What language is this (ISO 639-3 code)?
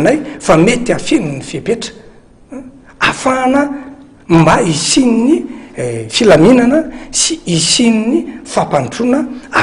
mlg